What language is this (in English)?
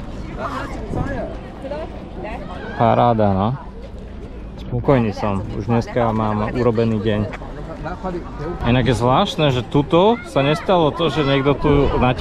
Slovak